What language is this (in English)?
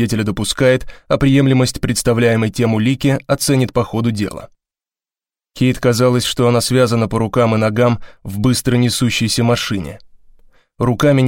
Russian